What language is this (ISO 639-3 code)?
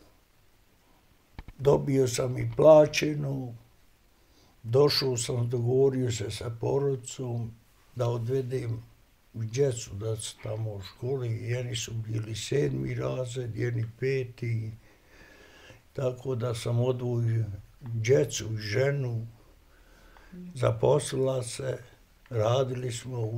bos